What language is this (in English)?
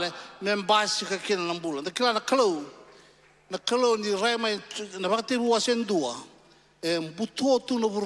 Fijian